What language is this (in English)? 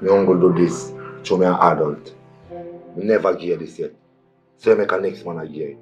Jamaican Creole English